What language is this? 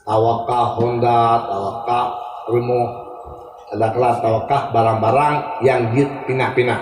Achinese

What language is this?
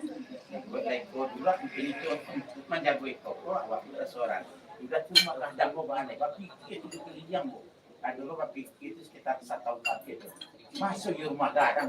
Minangkabau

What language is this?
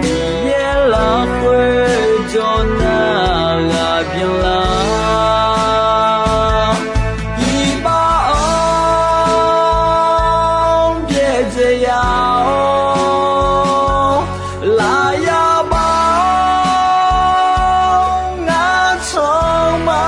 Akha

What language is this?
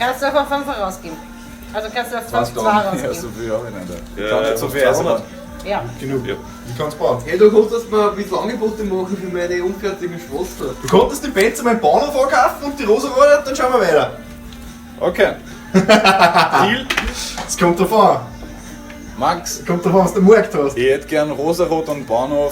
Bavarian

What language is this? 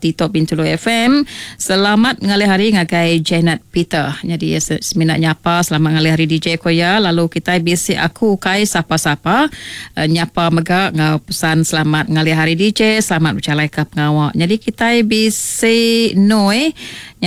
Iban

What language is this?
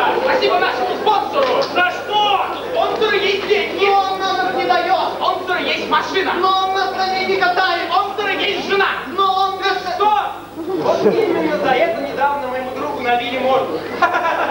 Russian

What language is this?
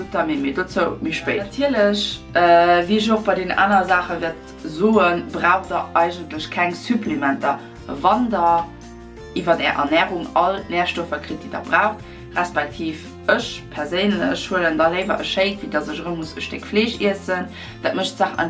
Luxembourgish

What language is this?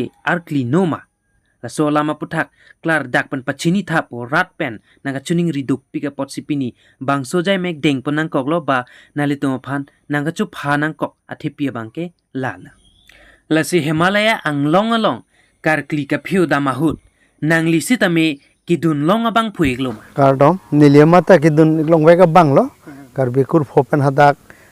Karbi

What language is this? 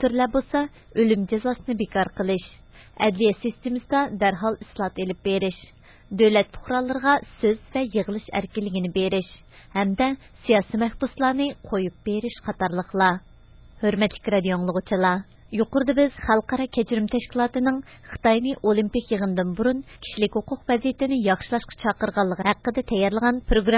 Uyghur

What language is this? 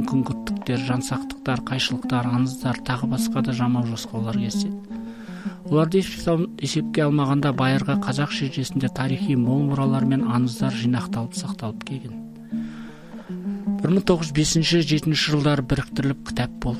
Kazakh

